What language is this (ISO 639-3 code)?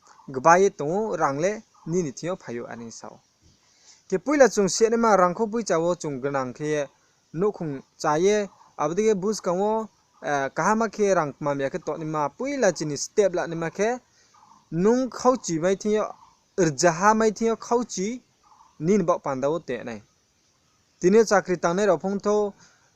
ria